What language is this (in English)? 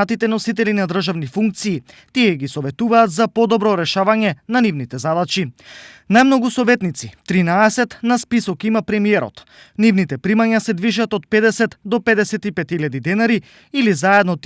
Macedonian